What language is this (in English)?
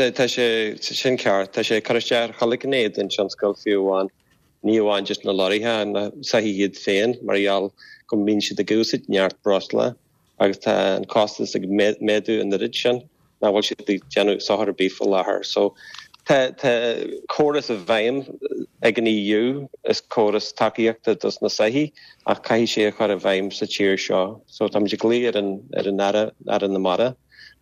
Irish